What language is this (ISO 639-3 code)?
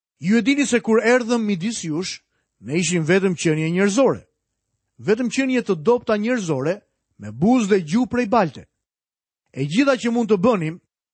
sqi